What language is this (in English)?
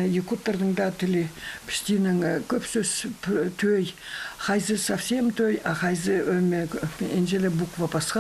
Khakas